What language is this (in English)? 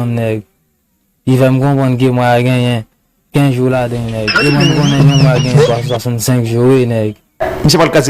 Haitian Creole